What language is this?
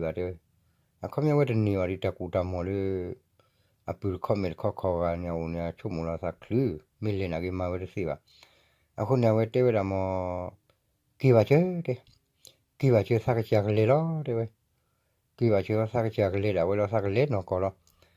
S'gaw Karen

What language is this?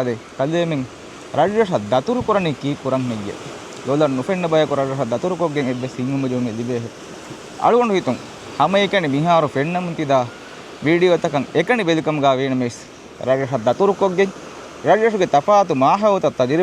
Divehi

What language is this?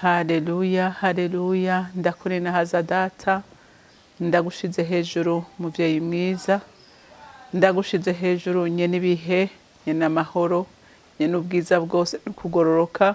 Rundi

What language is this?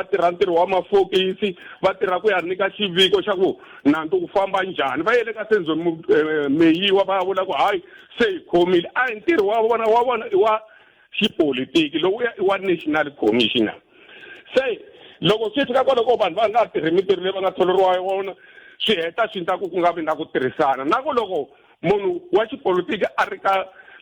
Tsonga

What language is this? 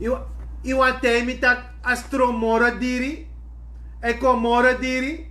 Sranan Tongo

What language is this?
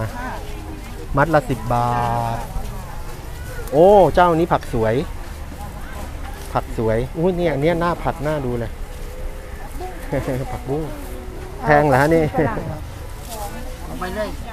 Thai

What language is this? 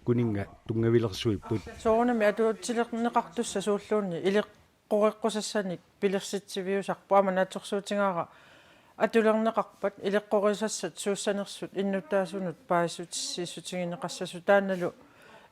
Kalaallisut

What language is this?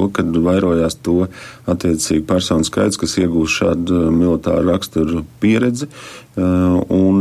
Latvian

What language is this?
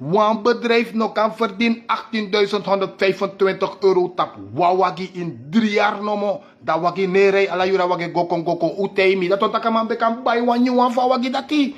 Sranan Tongo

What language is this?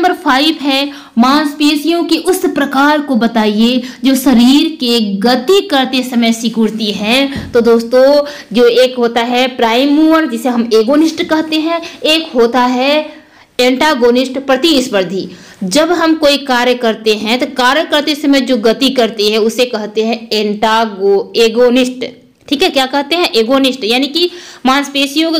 Hindi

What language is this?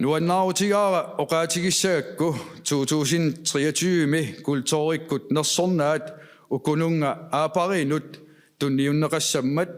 Kalaallisut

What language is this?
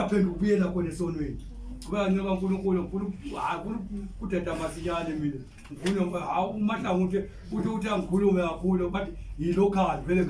Zulu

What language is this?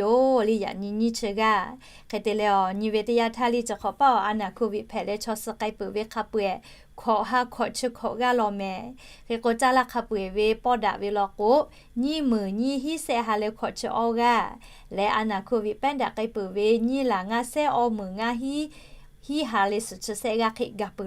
Lahu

